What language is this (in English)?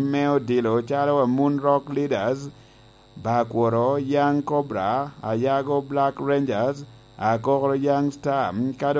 Lango (Uganda)